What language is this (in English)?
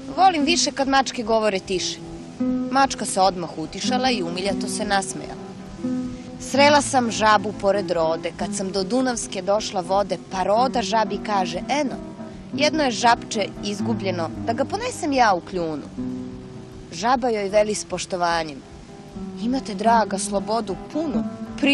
Serbian